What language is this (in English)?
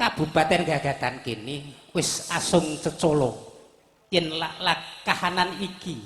Javanese